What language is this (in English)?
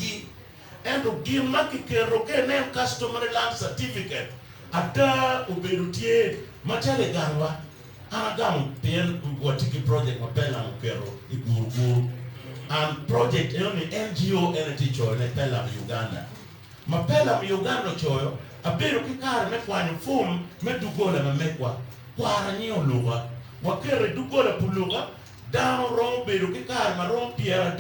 Acoli